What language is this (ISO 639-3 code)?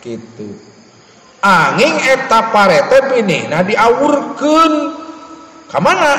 sun